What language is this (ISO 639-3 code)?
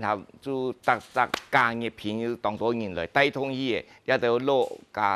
hak